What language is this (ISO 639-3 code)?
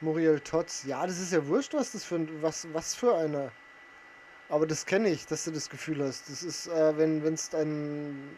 bar